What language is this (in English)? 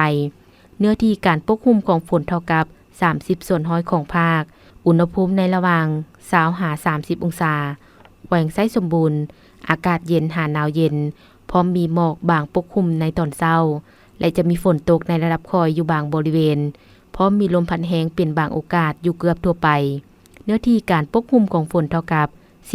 Lao